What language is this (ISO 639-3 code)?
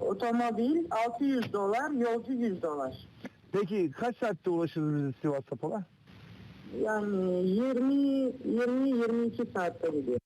crh